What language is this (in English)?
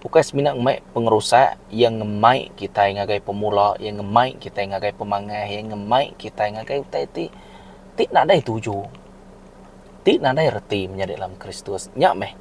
Iban